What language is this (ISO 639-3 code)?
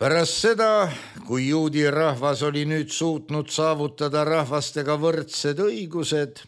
est